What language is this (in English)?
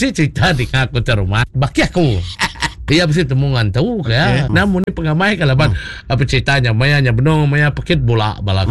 Iban